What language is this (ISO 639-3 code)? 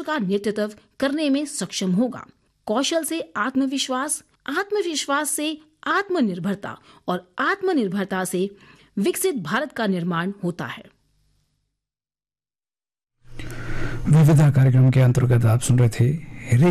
hin